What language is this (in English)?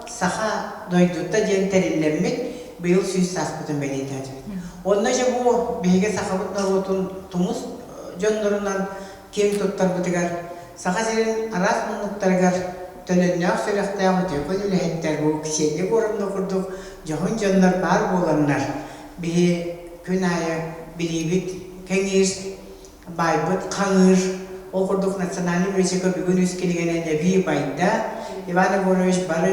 Yakut